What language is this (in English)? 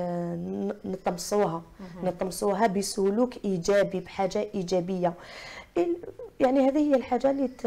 Algerian Arabic